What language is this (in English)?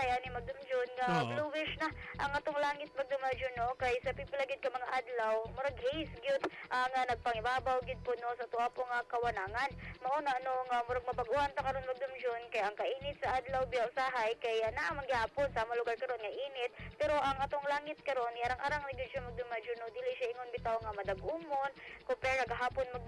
Cebuano